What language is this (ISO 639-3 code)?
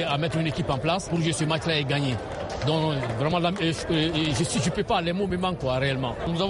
fra